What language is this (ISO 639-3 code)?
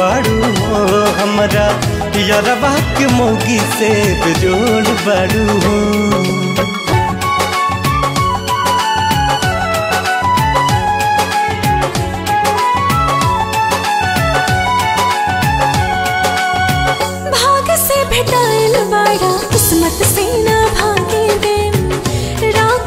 bho